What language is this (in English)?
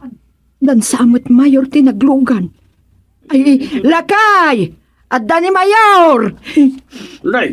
Iloko